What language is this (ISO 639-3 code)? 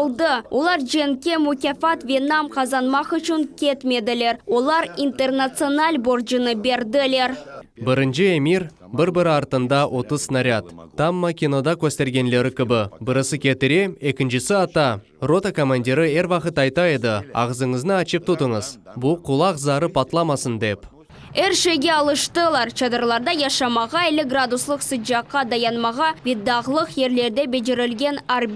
crh